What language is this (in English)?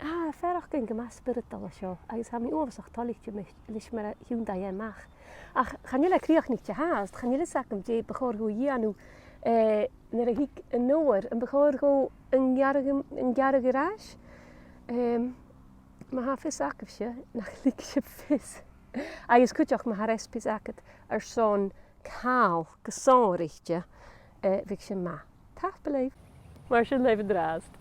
Scottish Gaelic